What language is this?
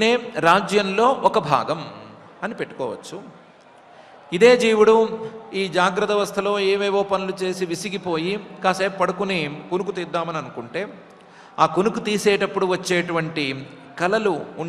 Telugu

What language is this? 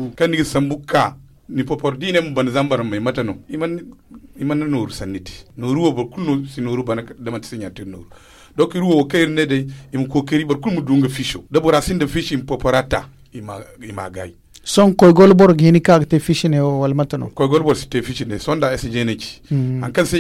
Zarma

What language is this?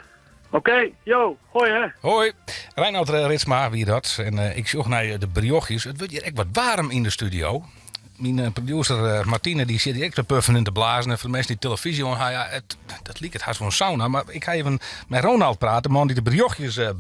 Western Frisian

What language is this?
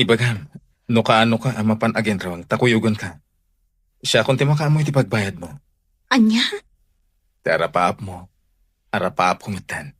Iloko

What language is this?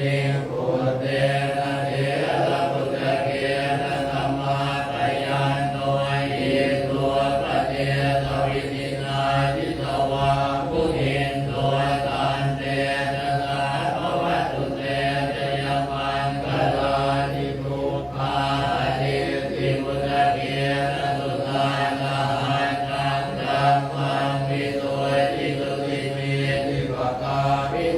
Pali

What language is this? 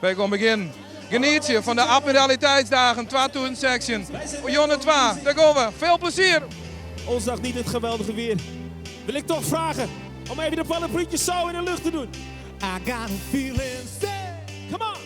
Western Frisian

